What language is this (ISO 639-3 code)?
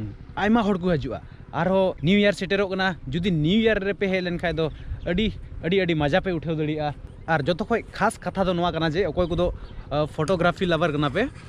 sat